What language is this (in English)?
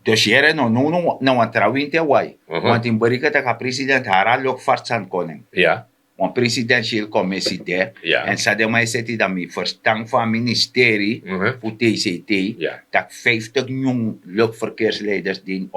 Sranan Tongo